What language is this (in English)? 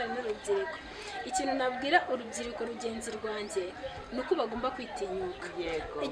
Kinyarwanda